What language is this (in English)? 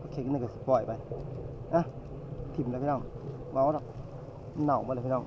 Northeastern Thai